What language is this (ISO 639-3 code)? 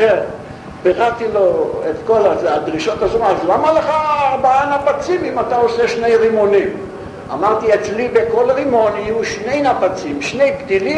heb